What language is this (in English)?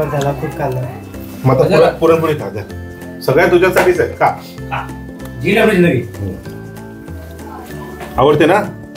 Marathi